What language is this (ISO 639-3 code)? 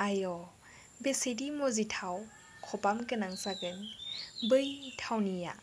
brx